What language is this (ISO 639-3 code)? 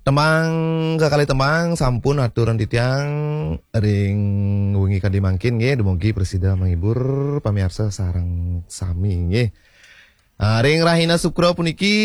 ban